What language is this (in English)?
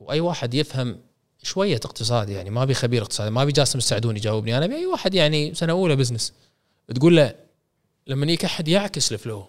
Gulf Arabic